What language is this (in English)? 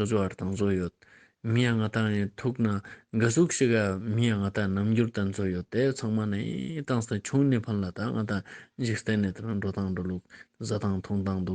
Ladakhi